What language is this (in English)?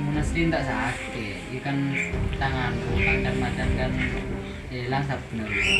Madurese